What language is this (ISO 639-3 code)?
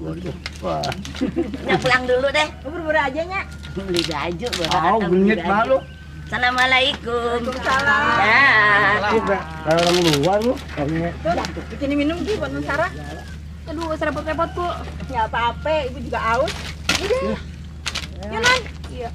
bew